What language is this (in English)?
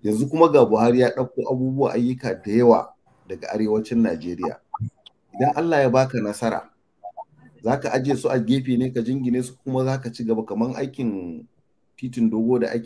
Hausa